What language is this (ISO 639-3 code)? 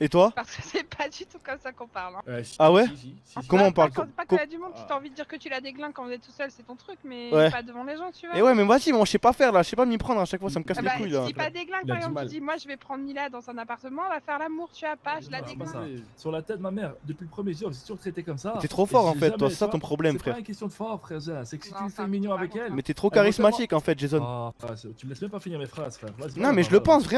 fra